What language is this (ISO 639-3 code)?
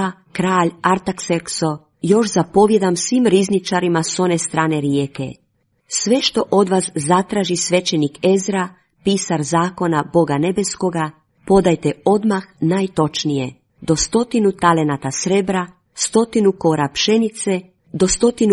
hrv